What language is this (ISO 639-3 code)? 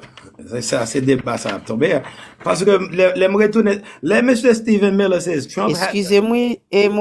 hat